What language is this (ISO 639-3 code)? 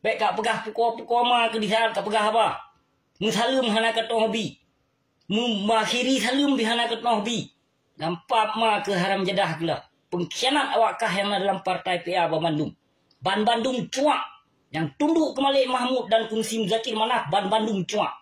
ace